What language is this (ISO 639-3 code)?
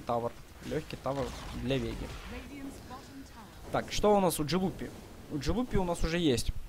rus